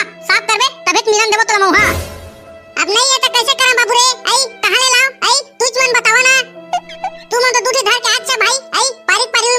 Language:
Chhattisgarhi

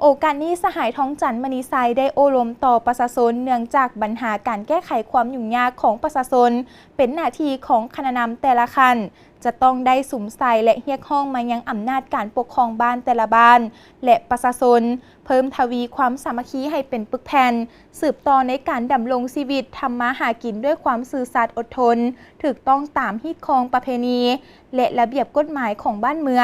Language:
Lao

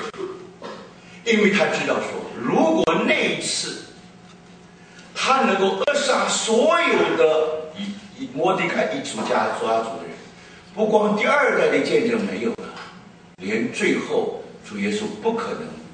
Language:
Chinese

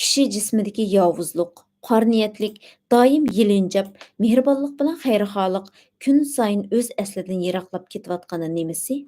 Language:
Uyghur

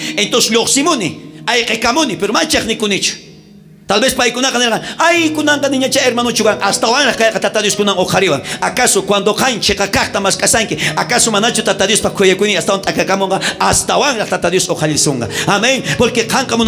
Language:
South Bolivian Quechua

